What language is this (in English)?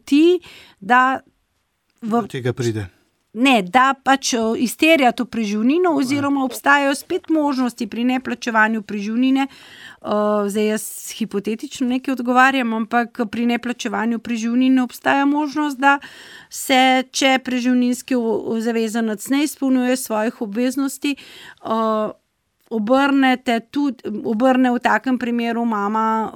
Slovenian